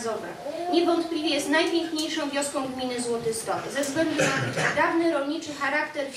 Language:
Polish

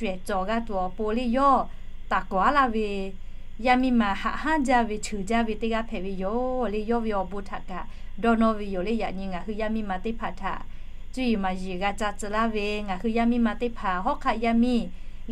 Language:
Lahu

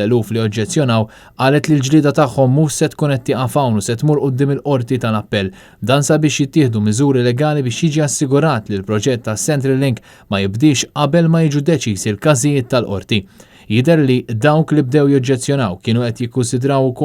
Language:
Maltese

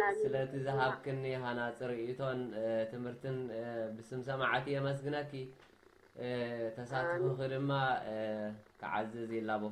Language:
Tigrinya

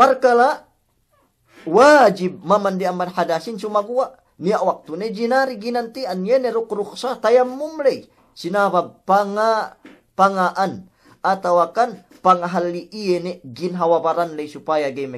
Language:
Yakan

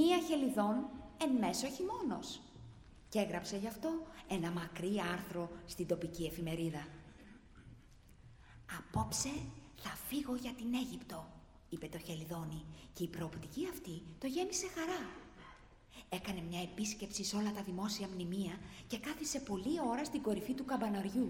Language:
Greek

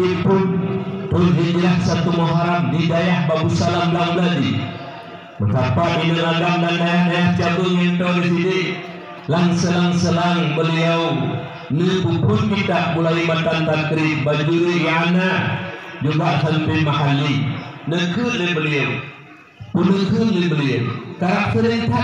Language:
Achinese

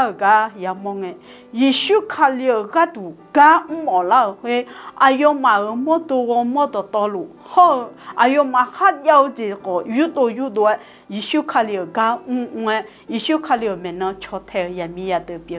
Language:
Akha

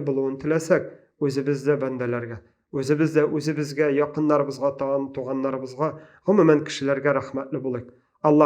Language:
Tatar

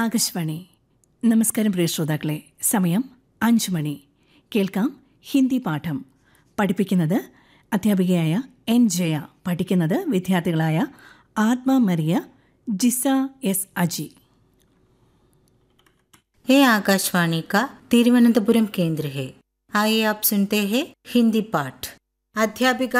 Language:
Malayalam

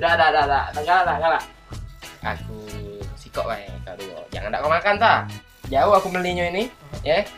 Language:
Musi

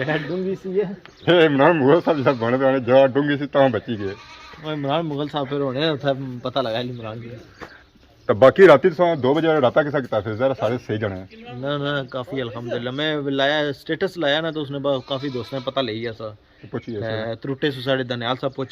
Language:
Pahari-Potwari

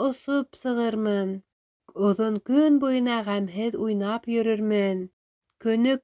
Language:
Bashkir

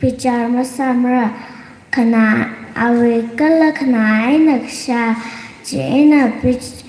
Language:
Tangkhul Naga (India)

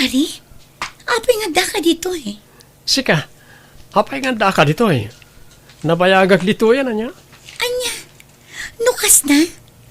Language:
Iloko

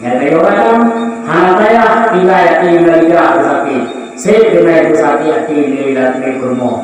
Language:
Achinese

